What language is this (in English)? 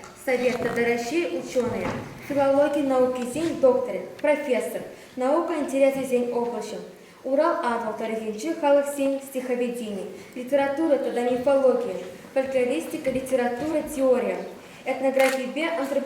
Chuvash